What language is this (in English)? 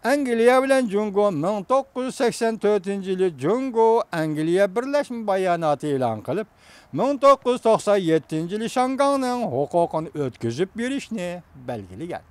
Uyghur